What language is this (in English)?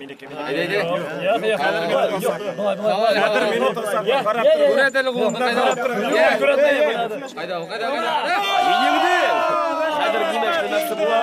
Bashkir